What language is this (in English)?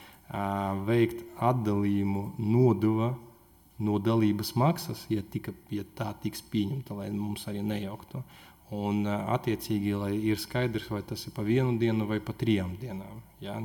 Latvian